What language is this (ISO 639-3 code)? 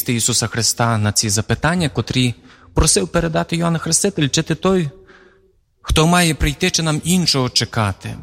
ukr